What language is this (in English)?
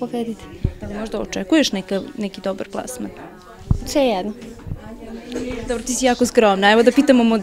Serbian